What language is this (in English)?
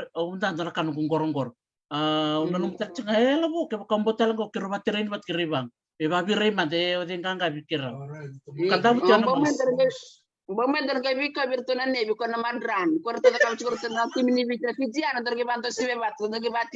Fijian